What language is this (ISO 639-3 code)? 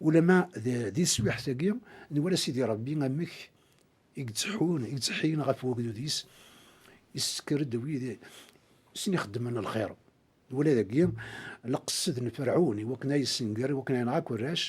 kab